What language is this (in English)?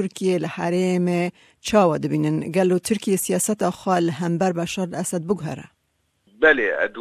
Kurdish